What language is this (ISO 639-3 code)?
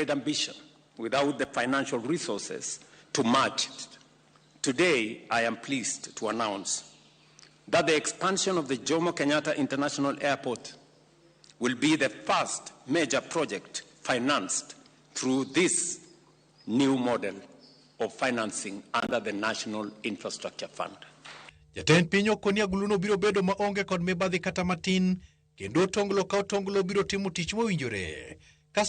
luo